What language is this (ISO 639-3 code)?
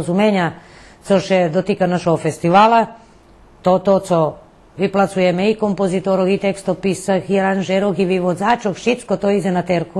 rue